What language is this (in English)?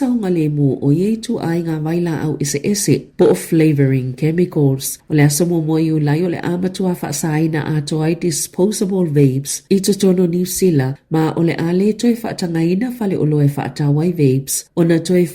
Samoan